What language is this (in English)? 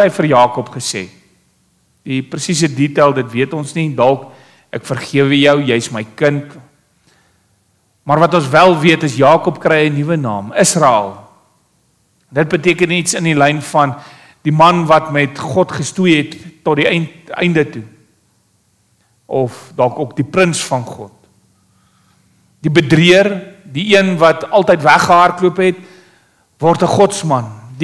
Afrikaans